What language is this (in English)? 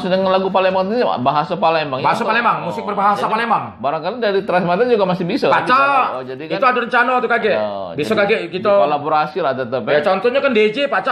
Musi